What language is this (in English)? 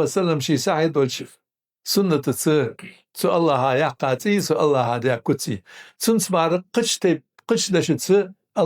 Ingush